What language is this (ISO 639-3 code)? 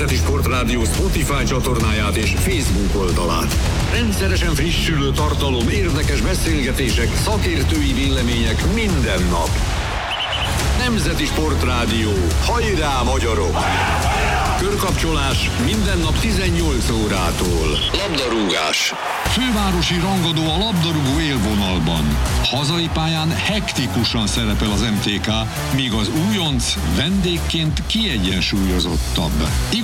hun